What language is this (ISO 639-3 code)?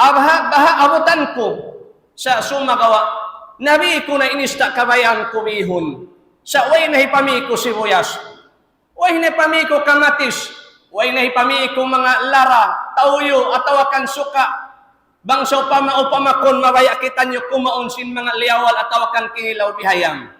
tsg